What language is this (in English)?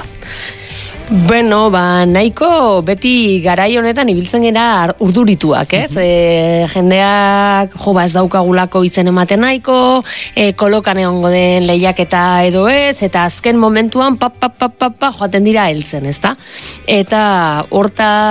Basque